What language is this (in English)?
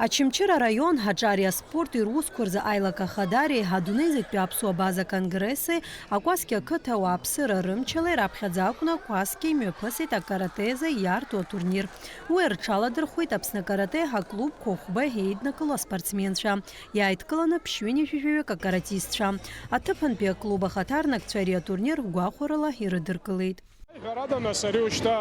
Abkhazian